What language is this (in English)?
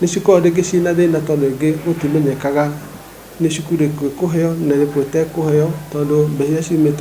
Kikuyu